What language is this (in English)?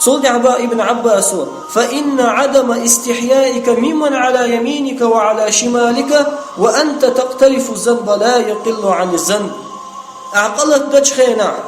Chechen